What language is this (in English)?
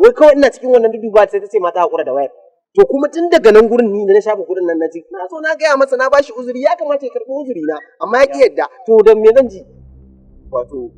Hausa